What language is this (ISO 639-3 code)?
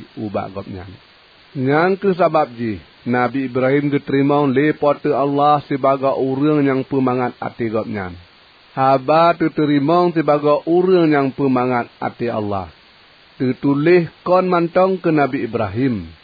ace